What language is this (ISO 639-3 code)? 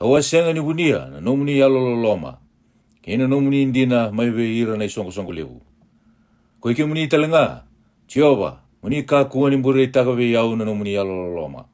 fij